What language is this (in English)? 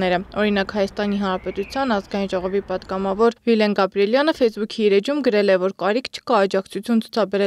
Armenian